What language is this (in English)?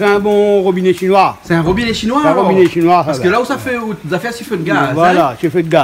Réunion Creole French